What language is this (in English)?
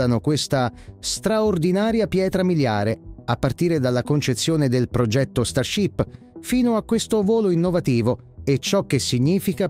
Italian